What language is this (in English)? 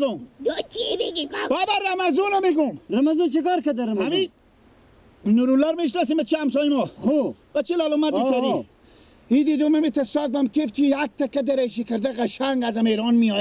Persian